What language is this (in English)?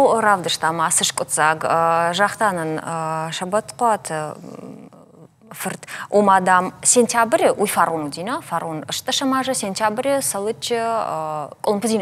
Ossetic